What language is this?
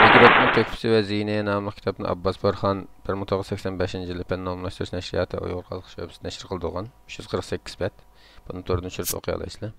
Uyghur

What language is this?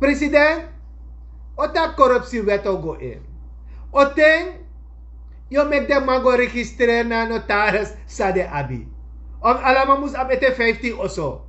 Sranan Tongo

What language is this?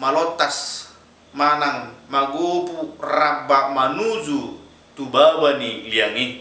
Batak Toba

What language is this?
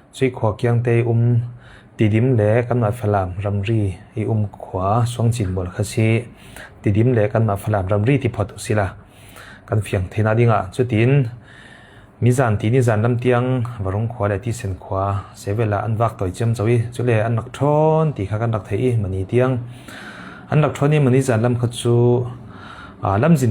Falam Chin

